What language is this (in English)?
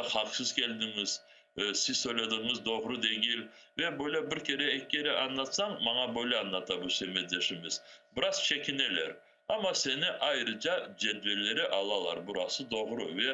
Crimean Tatar